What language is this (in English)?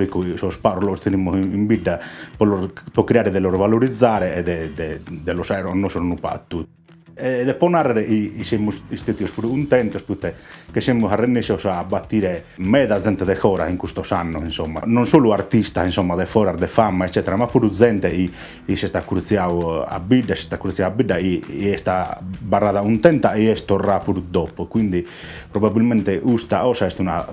Sardinian